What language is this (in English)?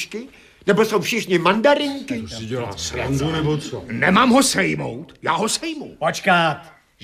Czech